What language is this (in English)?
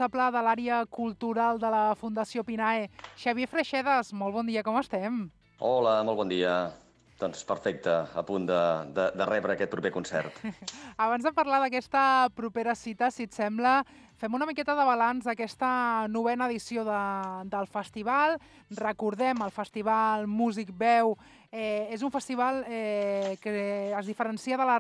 Catalan